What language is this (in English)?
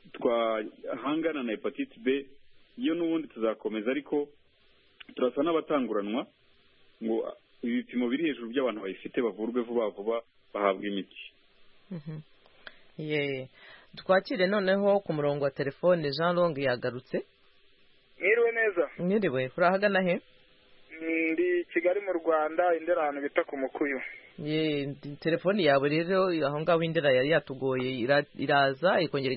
Kinyarwanda